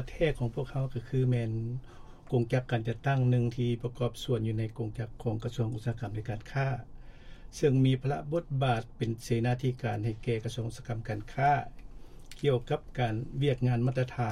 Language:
Lao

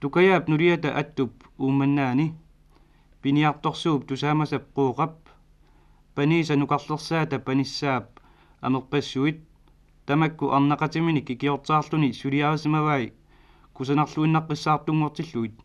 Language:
Kalaallisut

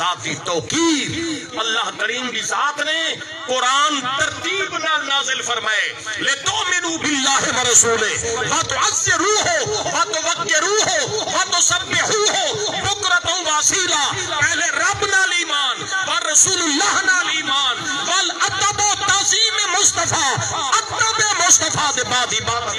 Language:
Saraiki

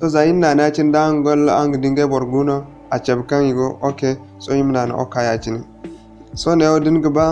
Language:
Zarma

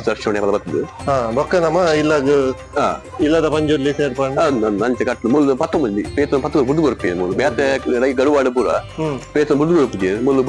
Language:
Tulu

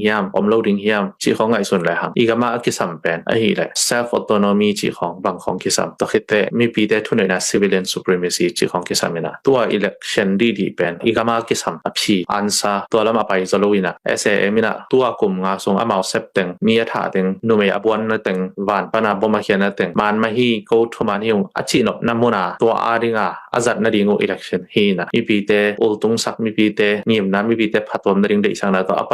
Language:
Tedim Chin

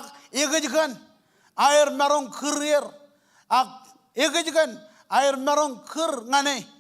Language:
Marshallese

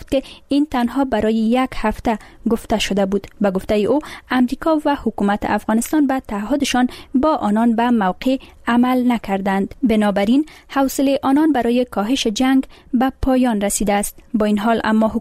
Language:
Persian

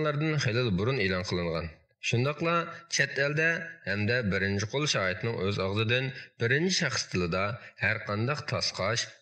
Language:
Uyghur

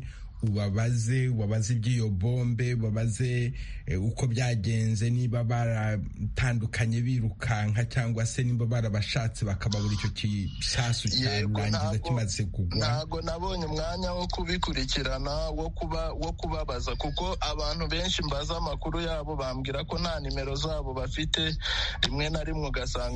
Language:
Kinyarwanda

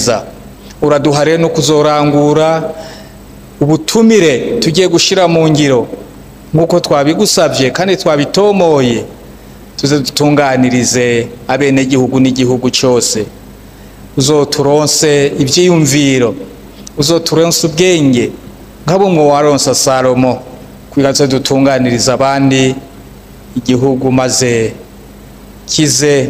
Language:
Rundi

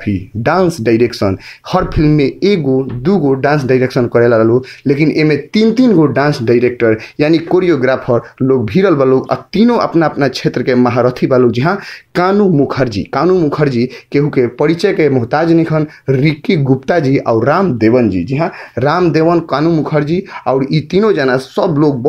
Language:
Bhojpuri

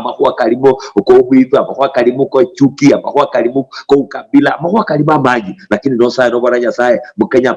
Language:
Luyia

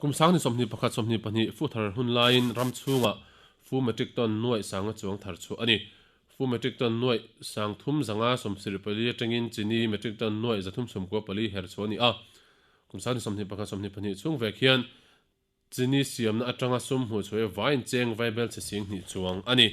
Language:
Mizo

